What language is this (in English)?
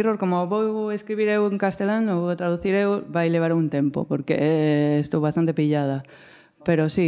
Galician